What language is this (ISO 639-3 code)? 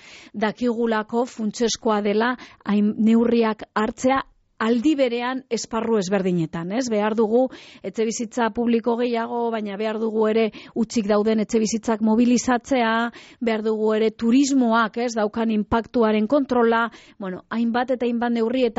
eus